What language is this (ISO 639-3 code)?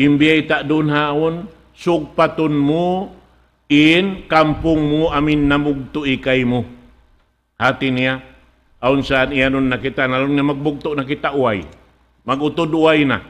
tsg